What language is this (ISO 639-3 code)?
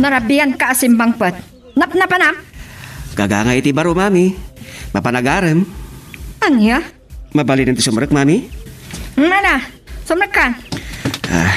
ilo